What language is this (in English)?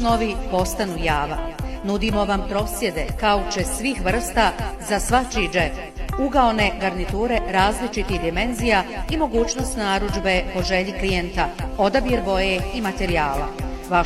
Bosnian